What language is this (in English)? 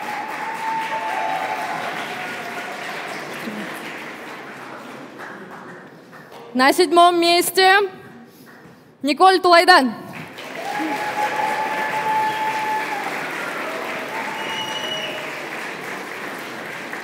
Estonian